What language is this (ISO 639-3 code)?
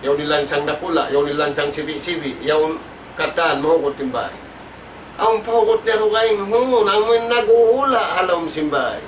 tsg